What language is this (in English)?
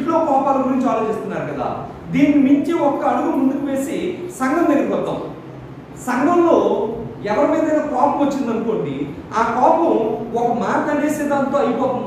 Telugu